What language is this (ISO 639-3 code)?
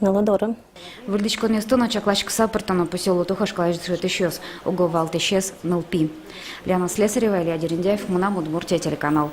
udm